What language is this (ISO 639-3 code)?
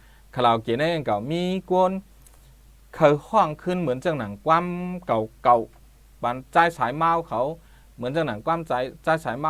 shn